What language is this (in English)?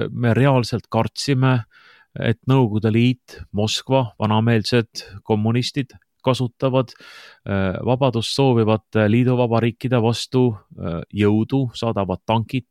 Estonian